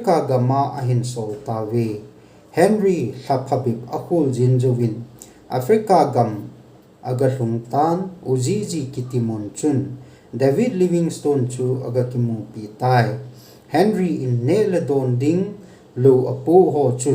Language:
Thado Chin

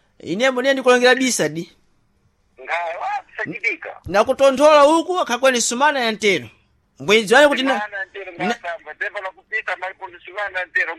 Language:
Sena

